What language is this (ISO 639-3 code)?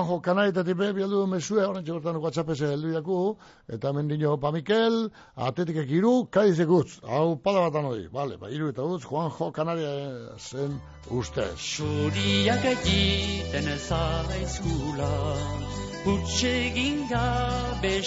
eus